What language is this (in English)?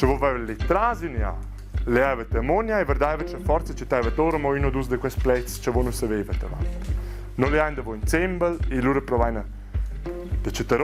Romansh